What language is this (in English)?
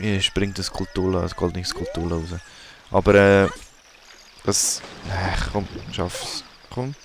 Swiss German